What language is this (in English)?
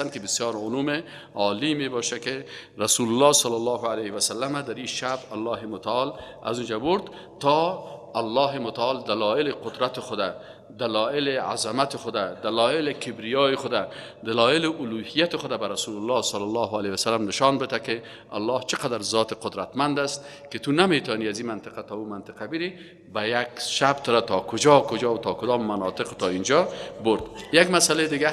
Persian